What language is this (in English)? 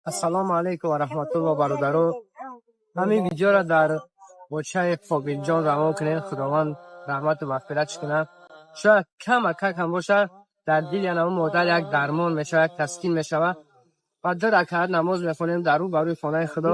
Tajik